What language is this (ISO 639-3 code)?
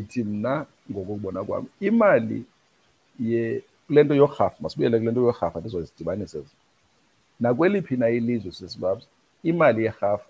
xho